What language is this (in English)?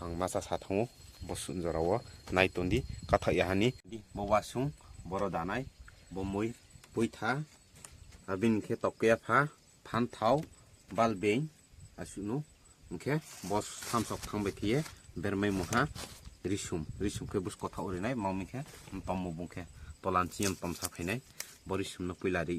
Riang (India)